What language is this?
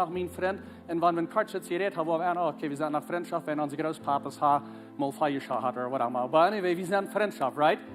Plautdietsch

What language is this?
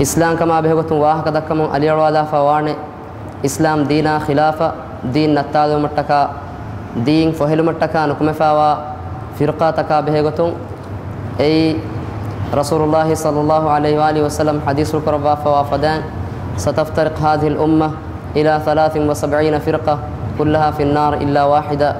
Divehi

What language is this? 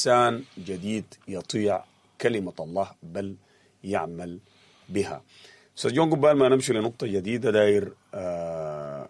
Sudanese Arabic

